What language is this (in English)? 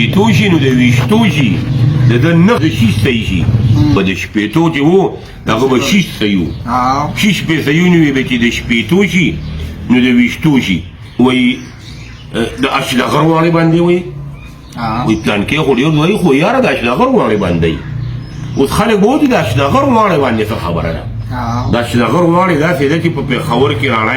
Pashto